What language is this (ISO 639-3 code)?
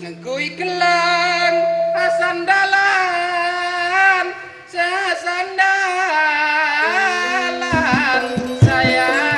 mad